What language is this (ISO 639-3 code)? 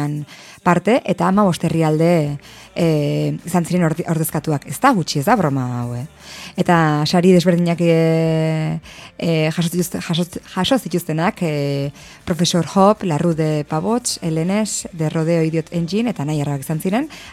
eus